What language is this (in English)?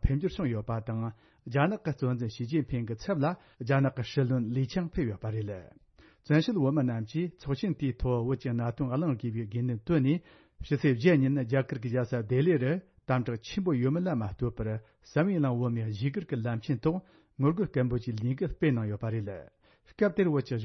Tibetan